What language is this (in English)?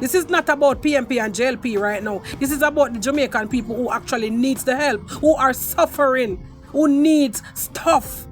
Jamaican Creole English